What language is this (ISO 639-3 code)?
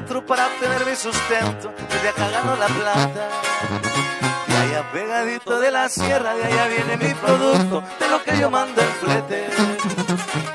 spa